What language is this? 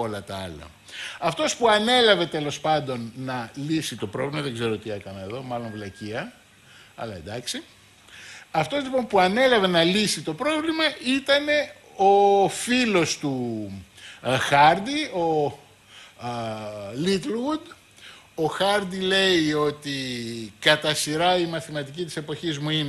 Greek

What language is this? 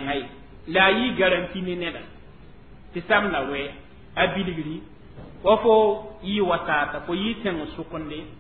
Mossi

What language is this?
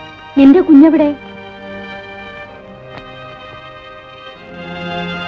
Malayalam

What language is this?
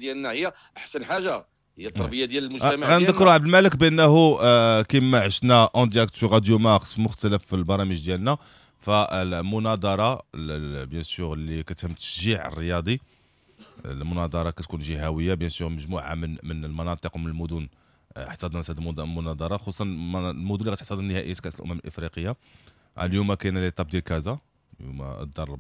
Moroccan Arabic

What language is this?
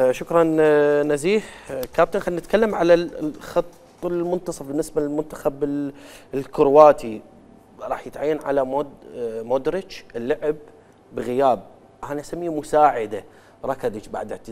Mesopotamian Arabic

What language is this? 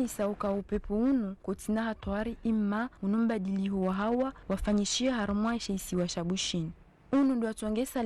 Ngazidja Comorian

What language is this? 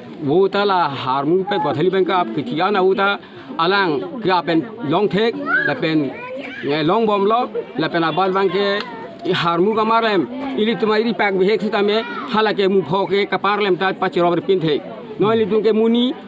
Karbi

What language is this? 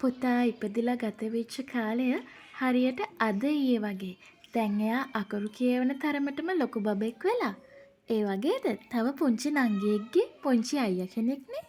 Sinhala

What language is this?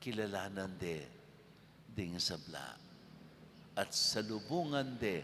Pampanga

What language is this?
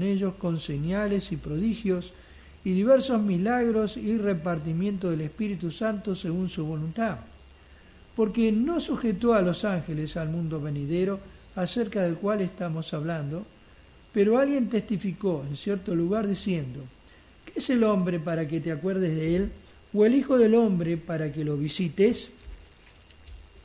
Spanish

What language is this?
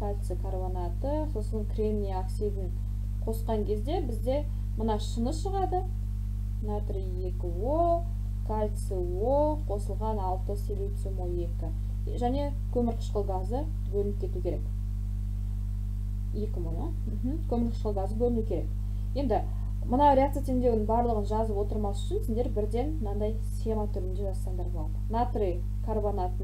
Kazakh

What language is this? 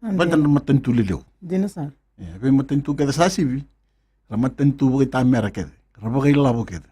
Fijian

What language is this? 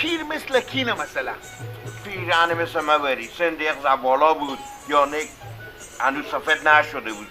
Persian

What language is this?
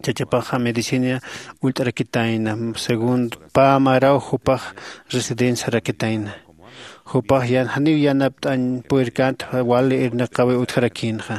Aymara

